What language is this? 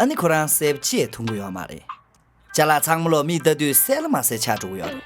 Tibetan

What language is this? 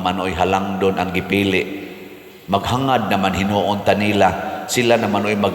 Cebuano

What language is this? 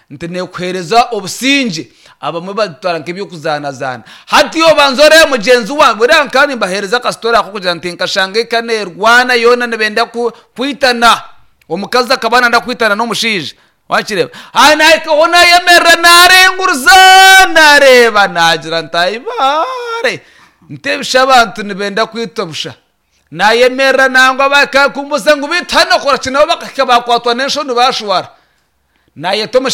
Nyankole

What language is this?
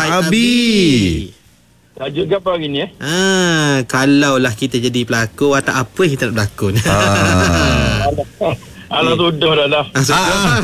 Malay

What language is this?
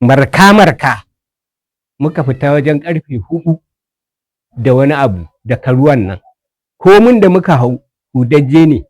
Hausa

